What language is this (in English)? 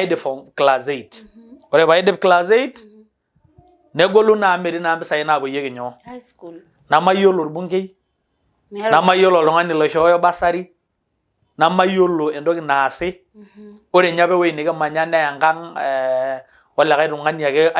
Masai